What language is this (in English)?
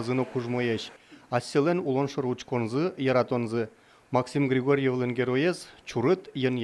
Udmurt